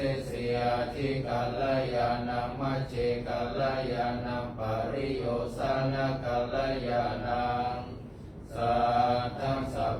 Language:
Pali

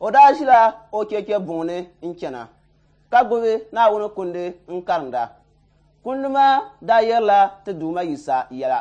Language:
Dagbani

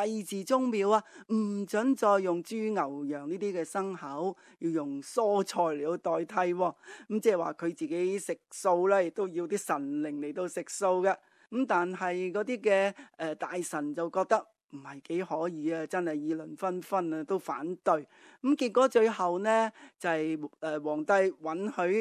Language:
Cantonese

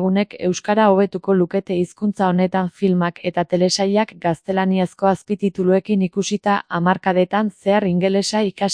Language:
Basque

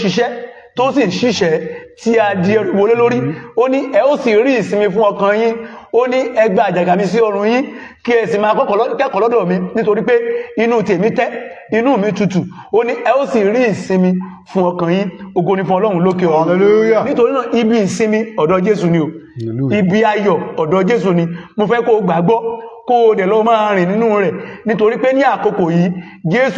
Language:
Yoruba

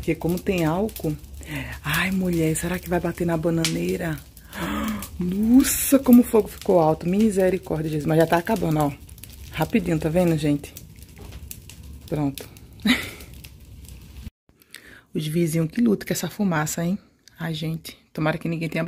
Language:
Portuguese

